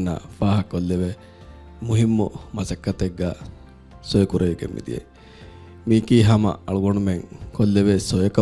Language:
Divehi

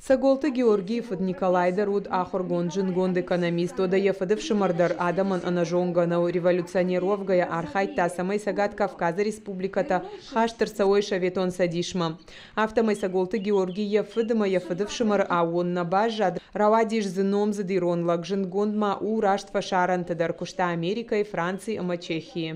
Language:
Ossetic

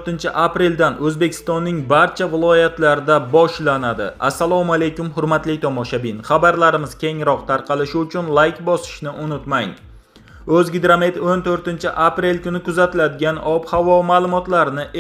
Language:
Uzbek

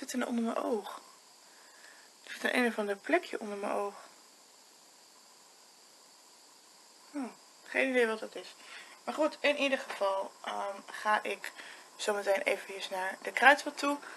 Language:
Dutch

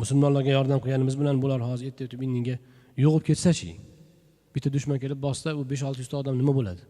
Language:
Uzbek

